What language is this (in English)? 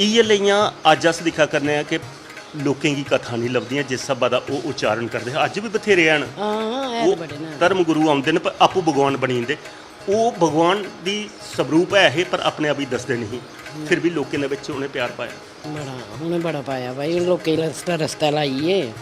Dogri